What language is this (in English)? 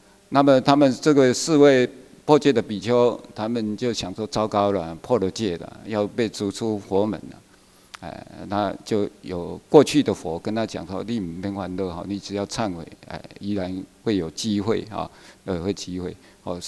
Chinese